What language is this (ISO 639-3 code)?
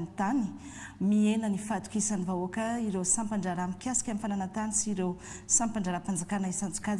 mlg